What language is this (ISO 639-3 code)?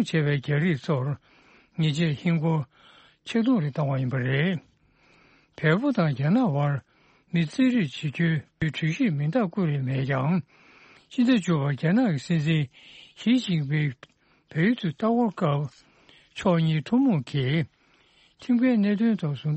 bod